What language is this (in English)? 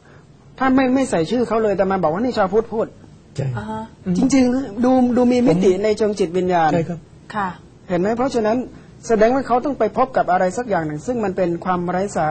Thai